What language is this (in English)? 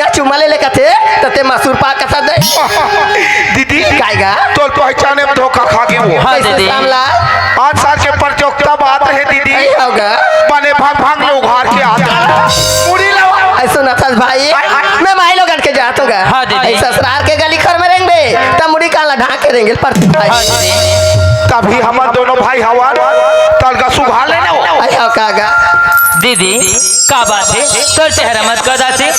Chhattisgarhi